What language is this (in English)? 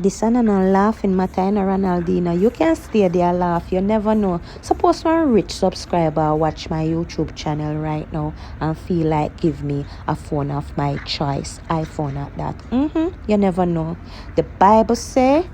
Jamaican Creole English